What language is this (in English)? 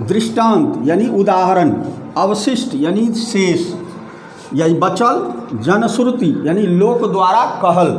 Maithili